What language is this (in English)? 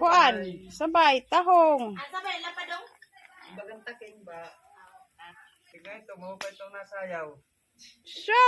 Waray